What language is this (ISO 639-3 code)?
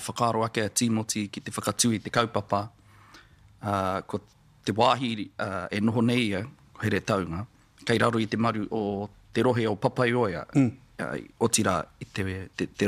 mri